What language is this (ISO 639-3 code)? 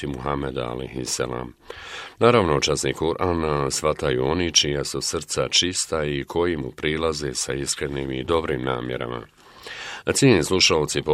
bos